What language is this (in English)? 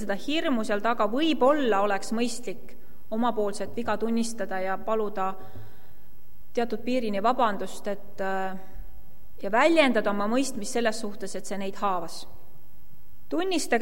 Estonian